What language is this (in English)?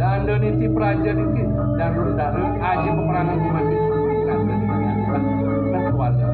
Balinese